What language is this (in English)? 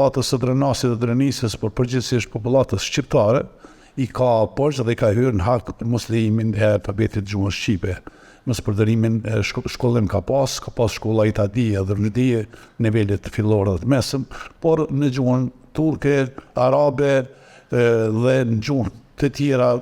Albanian